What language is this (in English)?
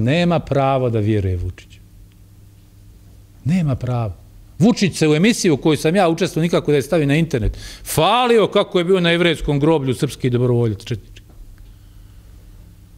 Bosnian